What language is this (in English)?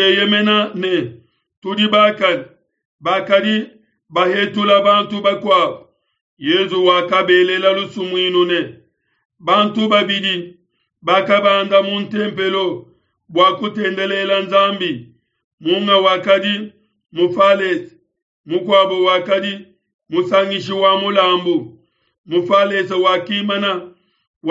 Luba-Lulua